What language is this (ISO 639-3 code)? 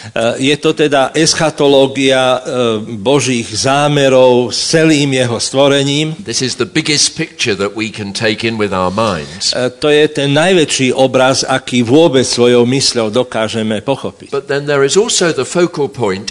slk